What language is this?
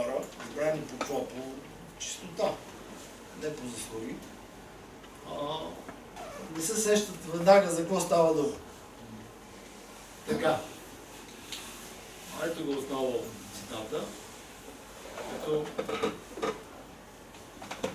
Bulgarian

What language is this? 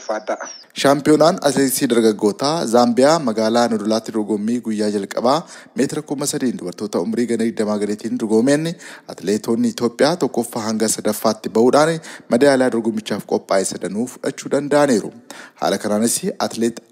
Oromo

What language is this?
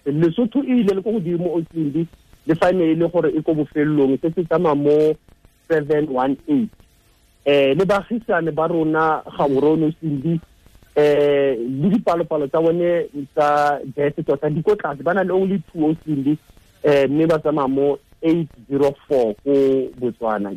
Tswana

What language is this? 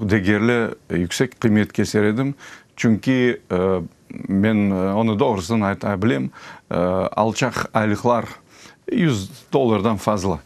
Crimean Tatar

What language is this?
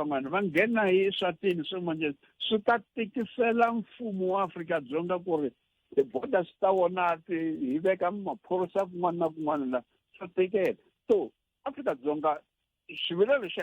Tsonga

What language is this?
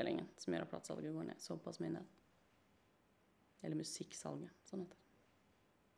Norwegian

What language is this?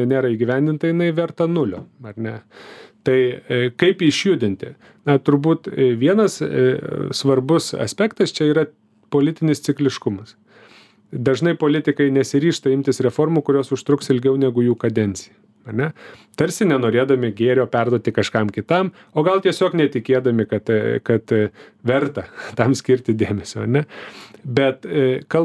Lithuanian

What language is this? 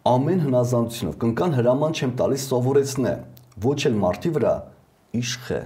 Armenian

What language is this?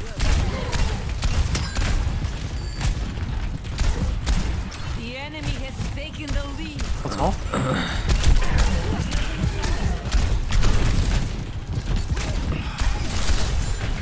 Chinese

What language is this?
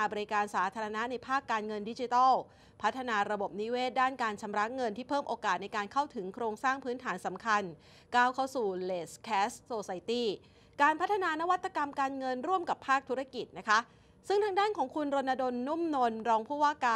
Thai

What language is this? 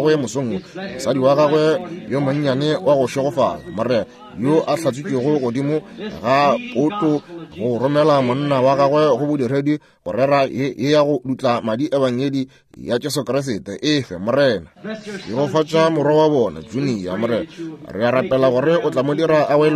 Northern Sotho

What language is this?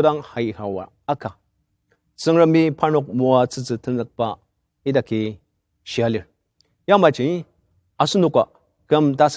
Ao Naga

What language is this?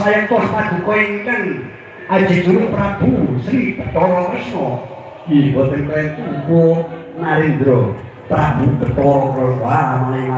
Javanese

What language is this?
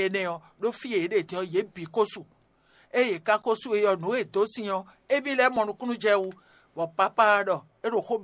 Fon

